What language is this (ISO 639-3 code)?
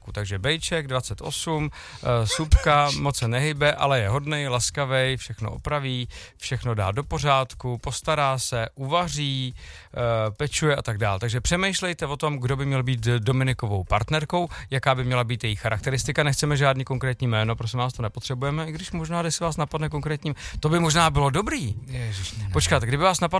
ces